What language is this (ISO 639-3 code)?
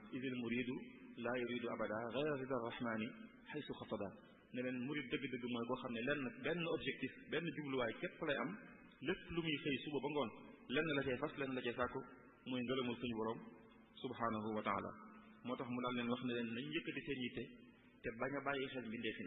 wol